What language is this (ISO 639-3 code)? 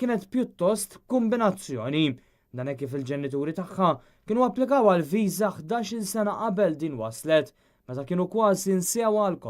mlt